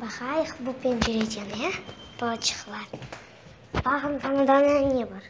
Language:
Crimean Tatar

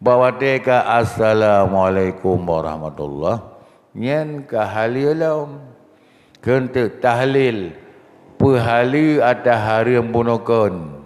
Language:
Achinese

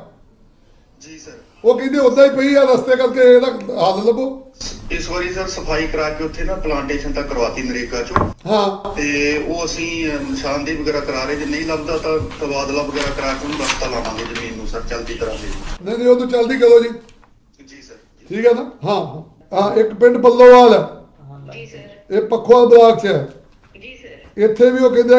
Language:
Punjabi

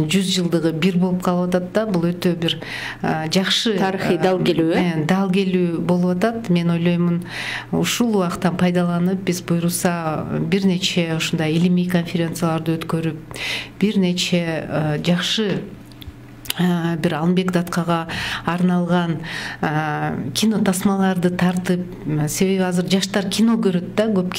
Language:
Kyrgyz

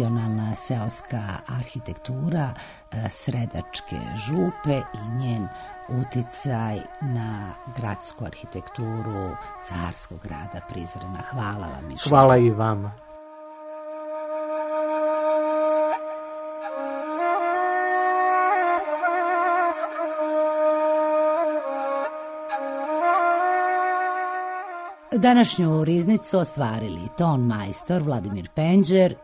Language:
Serbian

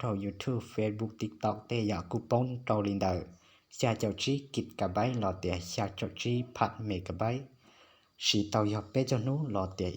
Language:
Hmong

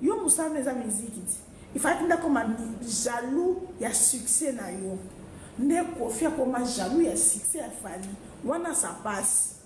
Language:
Lingala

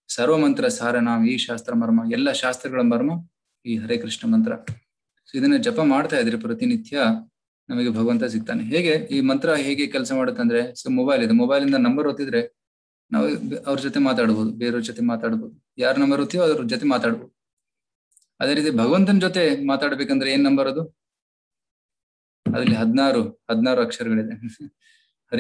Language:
Kannada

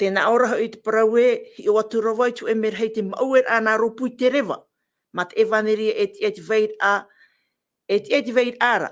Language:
Tahitian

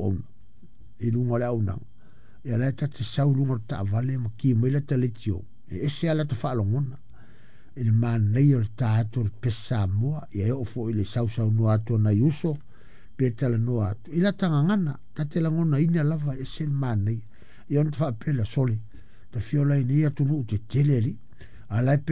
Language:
Samoan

